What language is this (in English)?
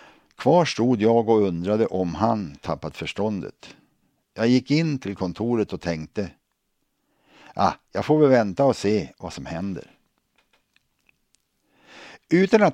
Swedish